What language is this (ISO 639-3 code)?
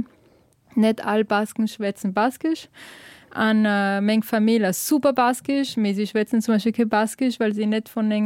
ltz